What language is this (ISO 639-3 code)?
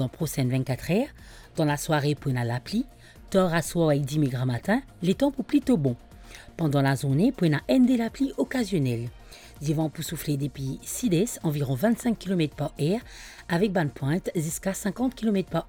mfe